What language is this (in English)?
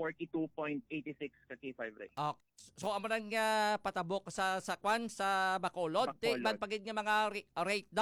Hiligaynon